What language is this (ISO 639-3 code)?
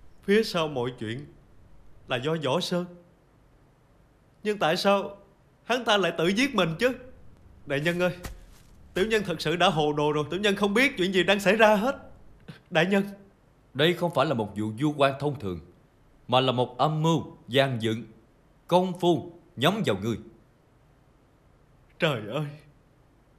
vie